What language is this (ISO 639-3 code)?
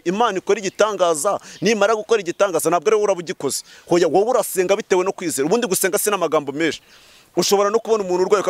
kin